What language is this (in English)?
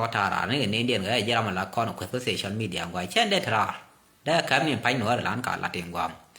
Nuer